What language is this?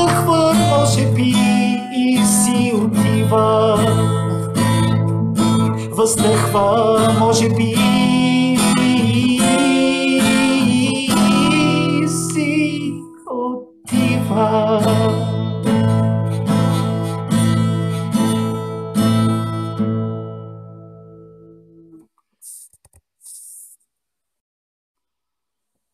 Bulgarian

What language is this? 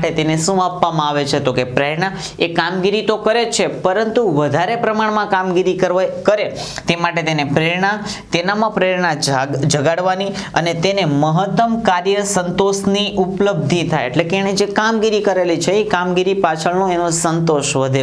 Gujarati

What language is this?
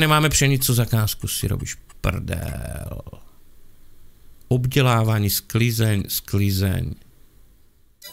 Slovak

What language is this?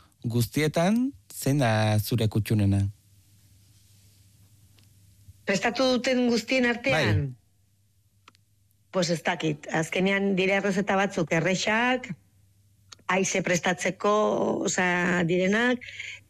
Basque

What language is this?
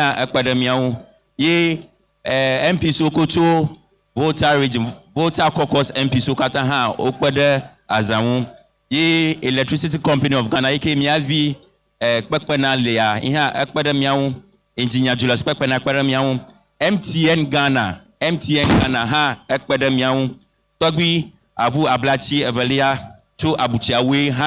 Ewe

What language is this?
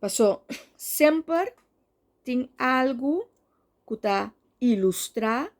Papiamento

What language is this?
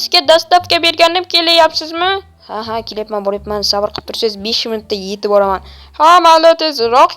Uzbek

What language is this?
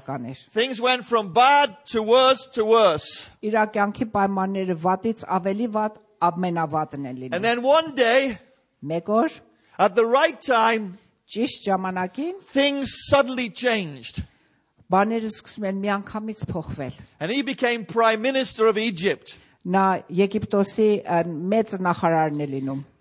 Armenian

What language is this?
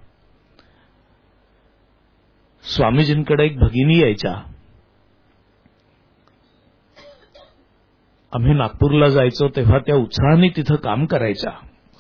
Marathi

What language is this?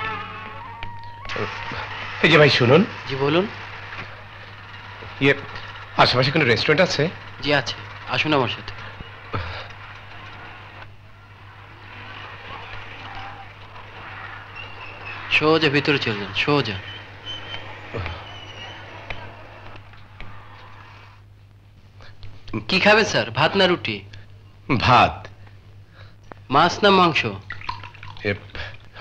Bangla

